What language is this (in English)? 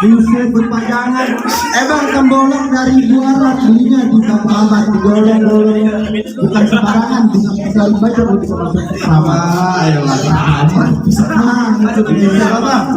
Betawi